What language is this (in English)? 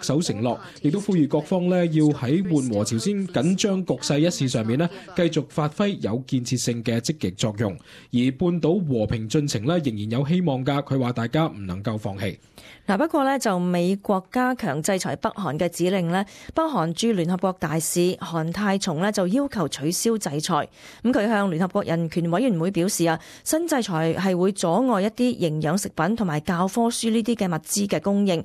Cantonese